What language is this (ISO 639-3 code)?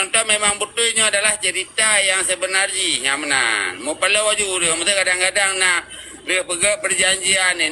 ace